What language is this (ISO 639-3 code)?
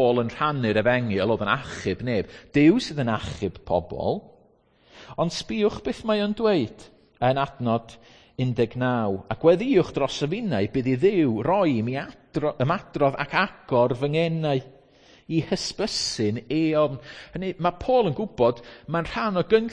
cym